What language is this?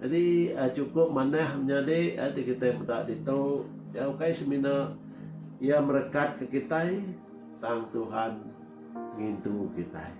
Iban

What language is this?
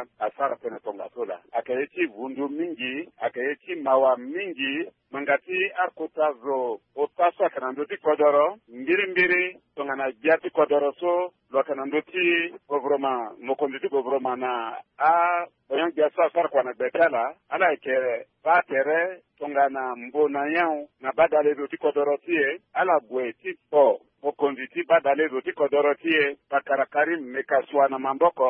Sango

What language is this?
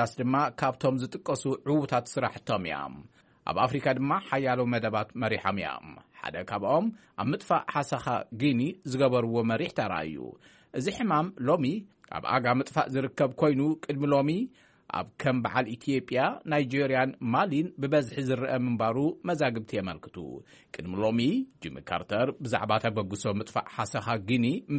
Tigrinya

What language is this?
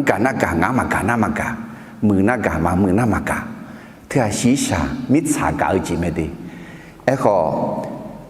Akha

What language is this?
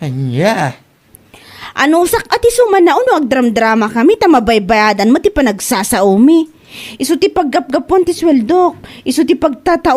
Iloko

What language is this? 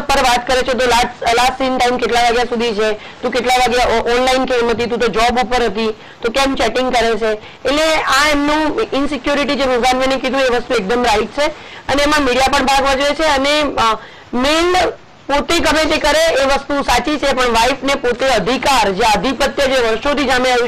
Gujarati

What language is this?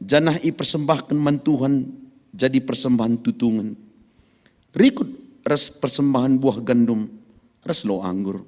Batak Karo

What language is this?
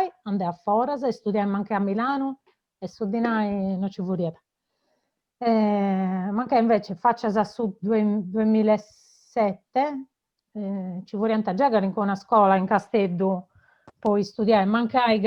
Sardinian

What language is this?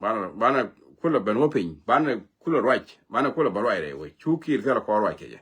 Nuer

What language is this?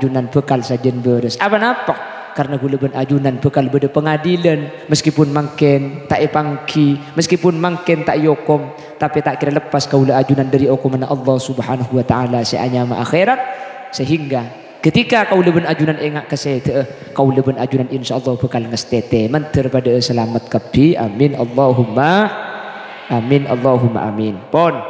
Madurese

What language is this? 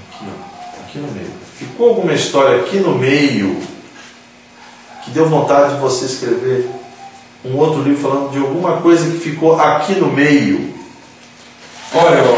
Portuguese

